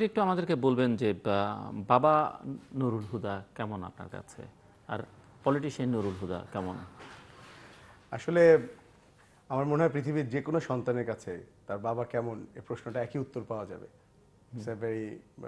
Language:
Bangla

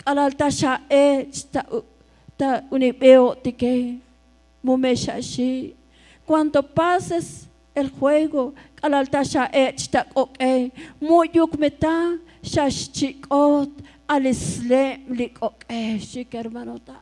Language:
Tzotzil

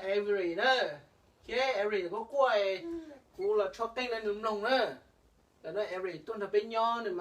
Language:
Hmong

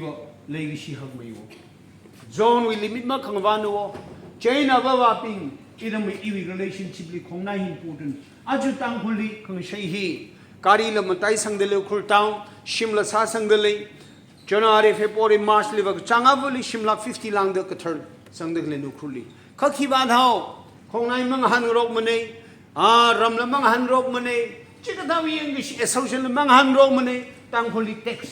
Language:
Tangkhul Naga (India)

